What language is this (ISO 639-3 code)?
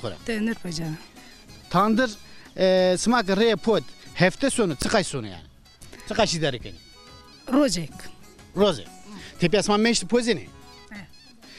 zza